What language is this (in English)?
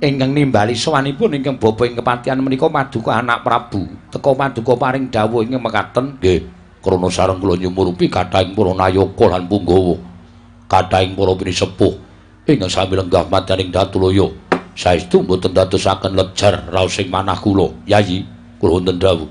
Javanese